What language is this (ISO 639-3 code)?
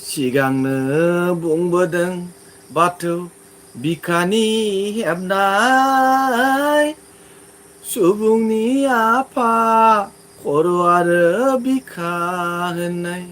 brx